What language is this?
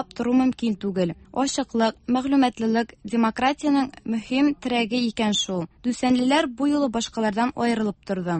Tatar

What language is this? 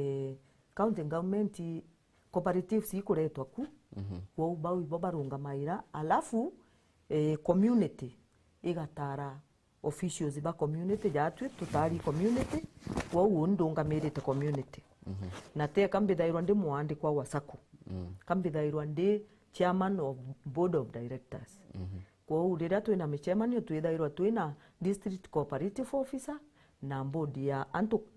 Meru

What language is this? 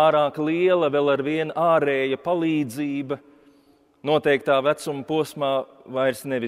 Latvian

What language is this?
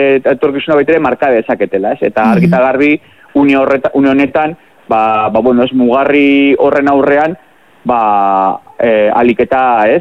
Basque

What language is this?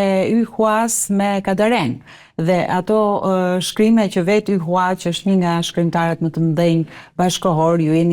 Albanian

